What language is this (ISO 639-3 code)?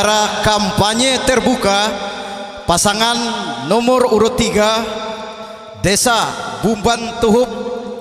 bjn